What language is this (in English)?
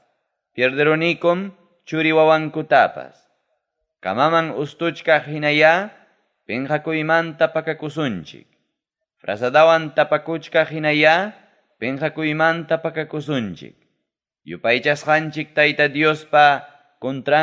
Ayacucho Quechua